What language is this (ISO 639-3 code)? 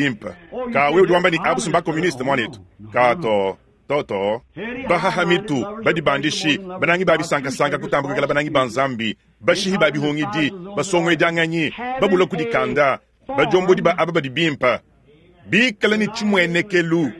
lua